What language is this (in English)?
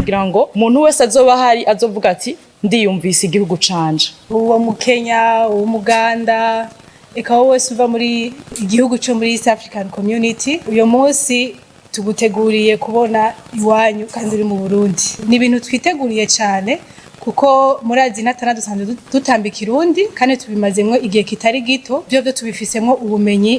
Rundi